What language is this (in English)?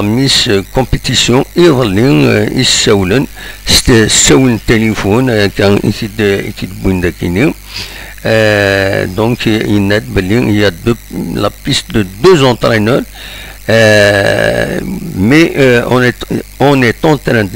Kabyle